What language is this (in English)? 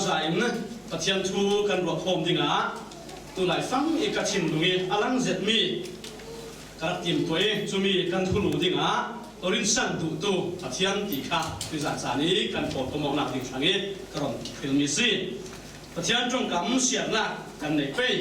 Falam Chin